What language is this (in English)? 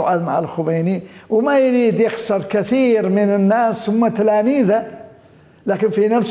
Mesopotamian Arabic